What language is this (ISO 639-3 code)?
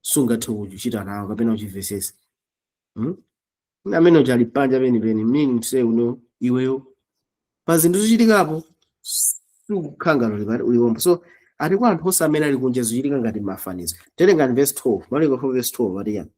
nya